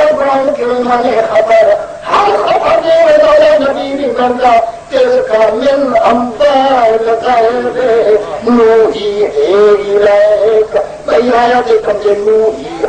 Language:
Saraiki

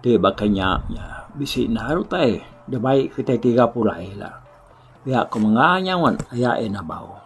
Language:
Iban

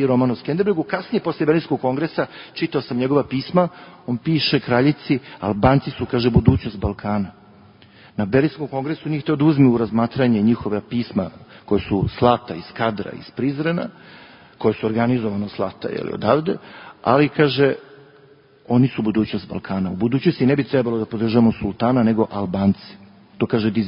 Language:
Serbian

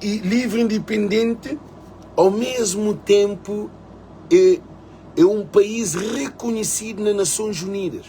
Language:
Kabuverdianu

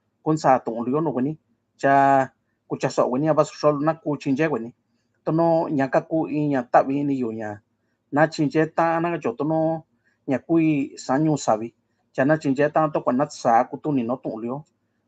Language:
Mixtepec Mixtec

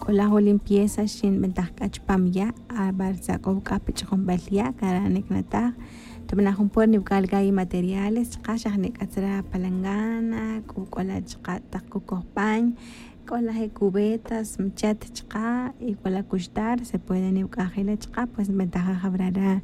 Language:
Tz'utujil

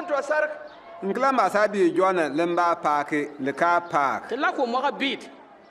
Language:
Bimoba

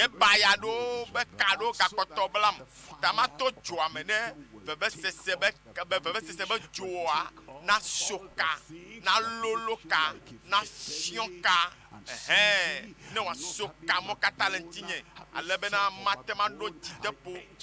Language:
Ewe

